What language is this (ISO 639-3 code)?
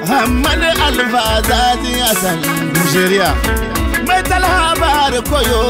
dje